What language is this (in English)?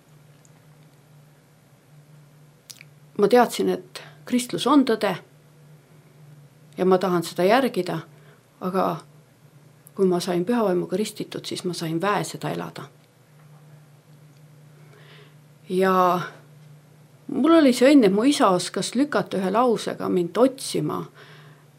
Estonian